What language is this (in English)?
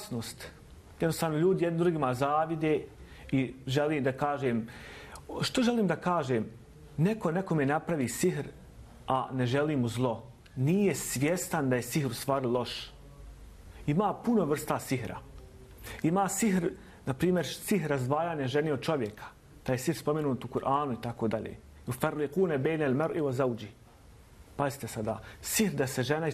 Bosnian